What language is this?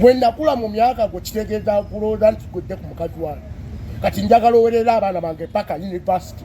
Ganda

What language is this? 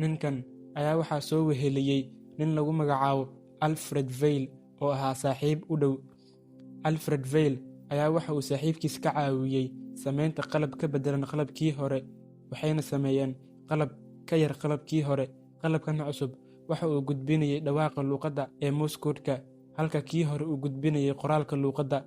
Somali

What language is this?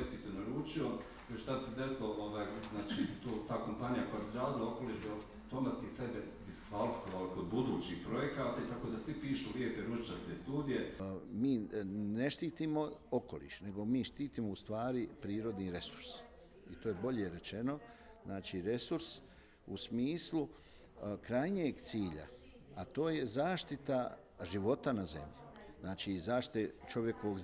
Bosnian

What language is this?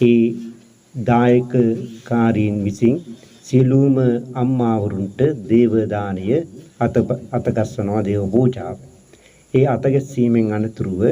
Sinhala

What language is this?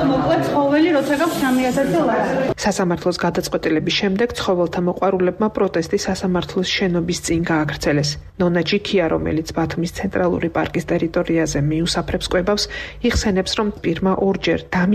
Georgian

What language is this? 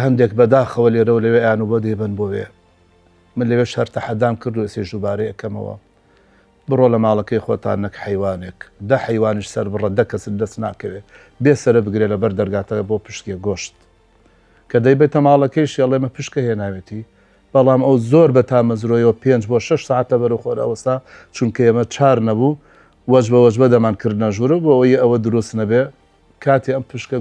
Central Kurdish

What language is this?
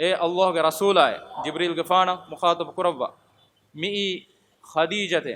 Divehi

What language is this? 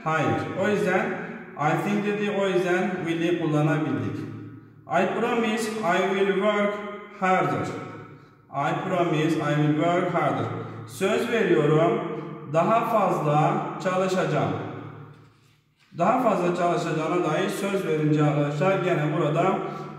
Turkish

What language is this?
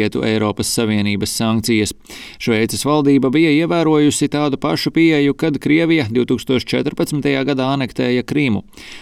Latvian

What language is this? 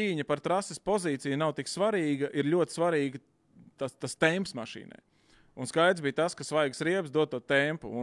Latvian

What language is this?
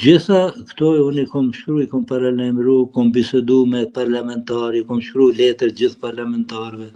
Albanian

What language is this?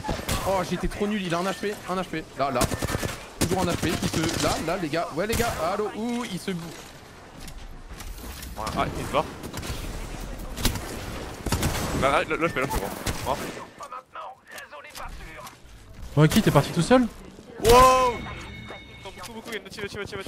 French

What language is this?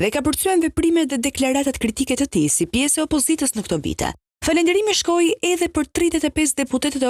Albanian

